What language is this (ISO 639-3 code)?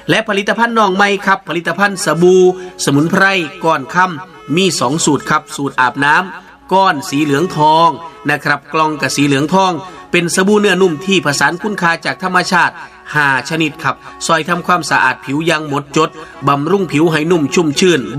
tha